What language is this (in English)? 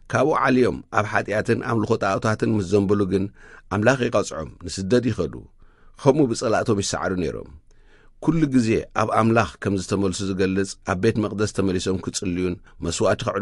Tigrinya